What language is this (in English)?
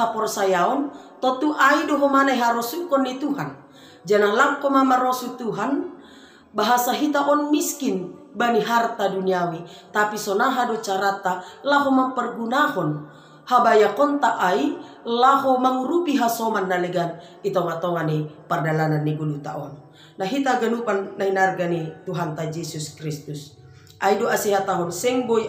Batak Simalungun